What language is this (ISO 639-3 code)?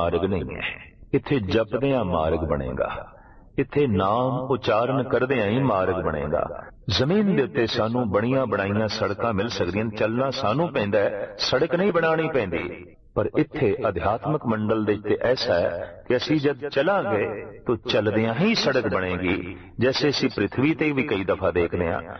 pan